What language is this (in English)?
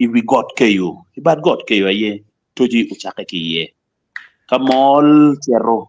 Acoli